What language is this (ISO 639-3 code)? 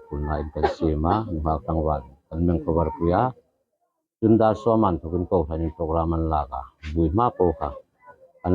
hmr